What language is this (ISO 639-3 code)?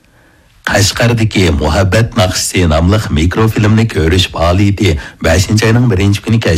uig